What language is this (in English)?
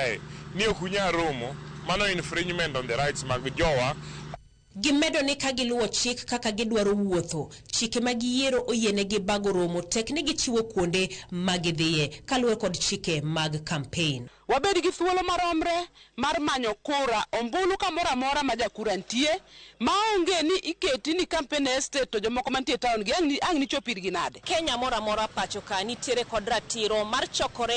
Luo (Kenya and Tanzania)